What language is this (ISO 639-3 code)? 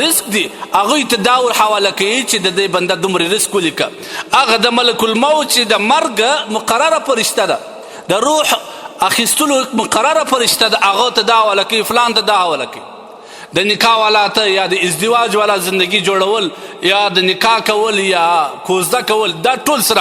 pus